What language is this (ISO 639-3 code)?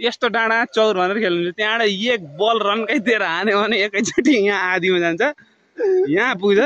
nep